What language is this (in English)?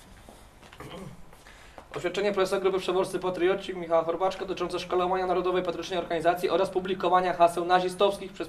Polish